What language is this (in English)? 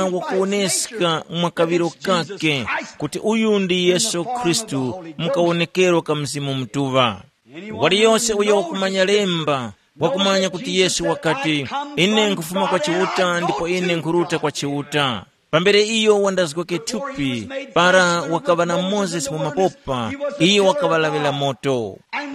Tumbuka